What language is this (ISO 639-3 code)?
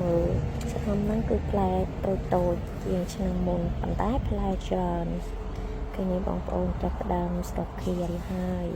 khm